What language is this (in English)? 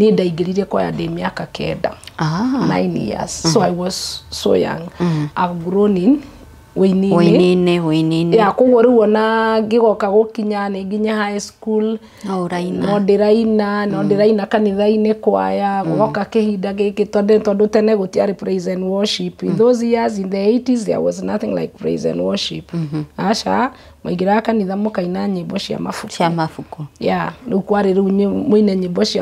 Kikuyu